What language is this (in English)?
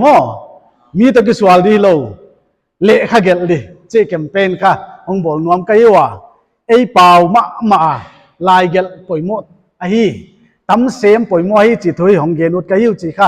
Paite Chin